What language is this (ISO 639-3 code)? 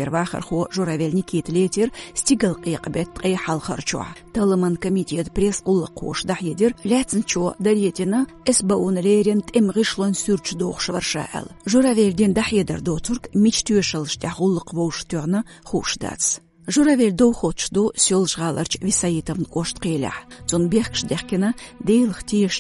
che